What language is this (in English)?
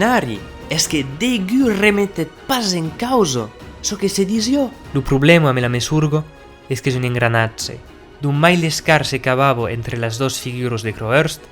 Occitan